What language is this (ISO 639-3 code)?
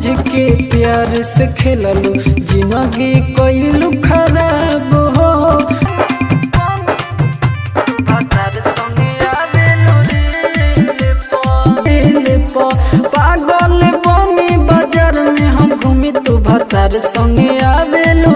bho